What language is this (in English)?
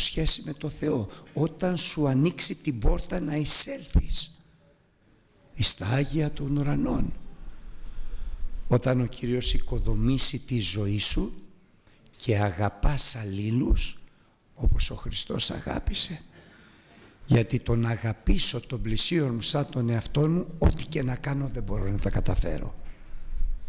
Greek